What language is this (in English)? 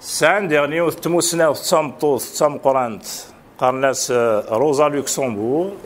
Kabyle